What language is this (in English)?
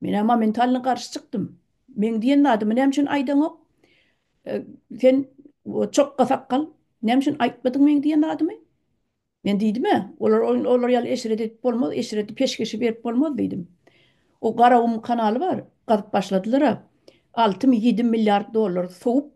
Turkmen